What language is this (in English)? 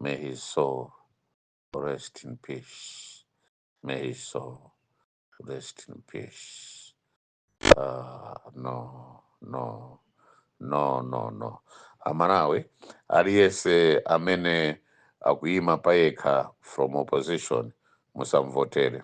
Nyanja